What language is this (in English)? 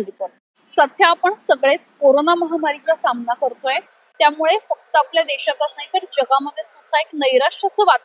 Marathi